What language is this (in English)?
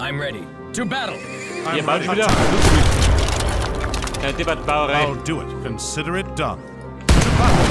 Bavarian